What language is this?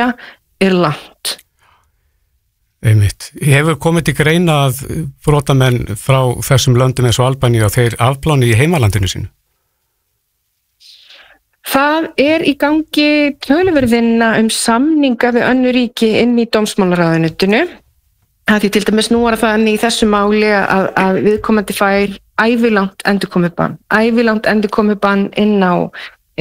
Icelandic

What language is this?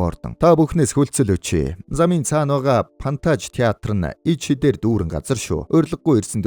Mongolian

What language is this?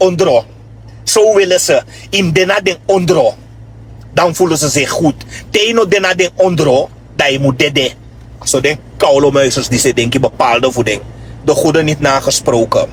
Sranan Tongo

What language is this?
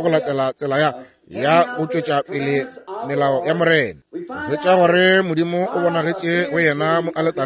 Northern Sotho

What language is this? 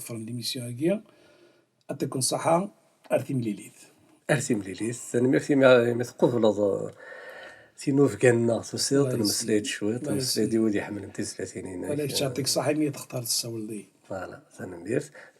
Kabyle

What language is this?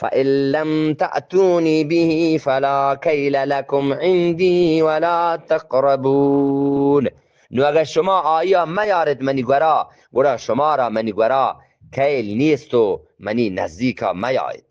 Eastern Balochi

